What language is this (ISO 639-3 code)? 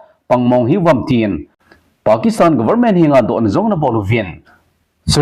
tcz